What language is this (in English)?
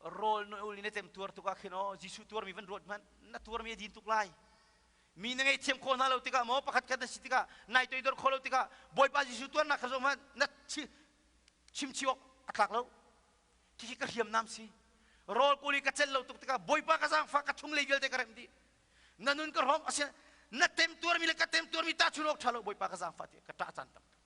Hakha Chin